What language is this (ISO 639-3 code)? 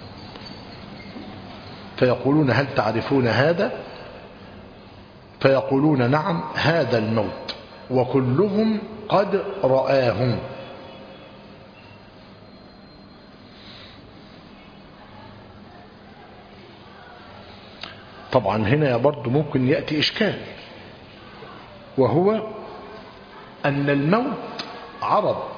ara